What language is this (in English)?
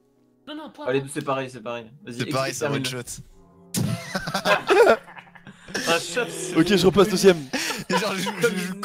French